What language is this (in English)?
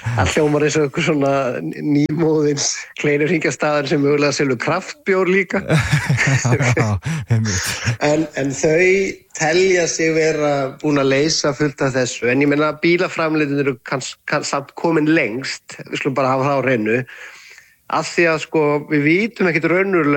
Icelandic